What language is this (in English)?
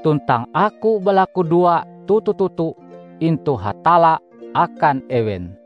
Ngaju